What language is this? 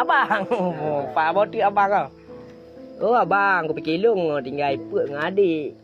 Achinese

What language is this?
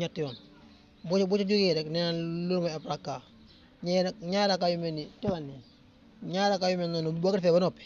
Wolof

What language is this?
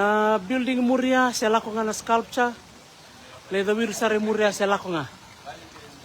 Fijian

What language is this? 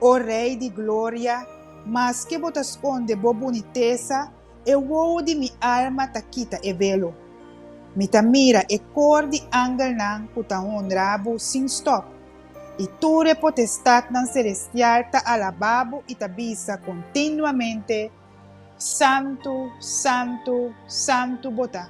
Papiamento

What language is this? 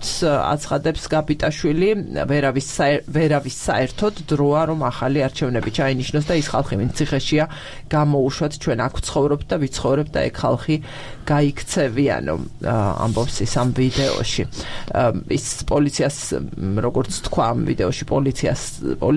Georgian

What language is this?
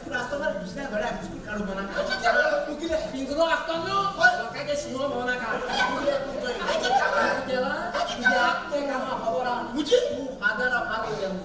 Konkani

